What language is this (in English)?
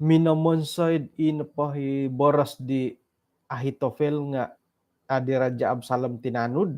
Central Dusun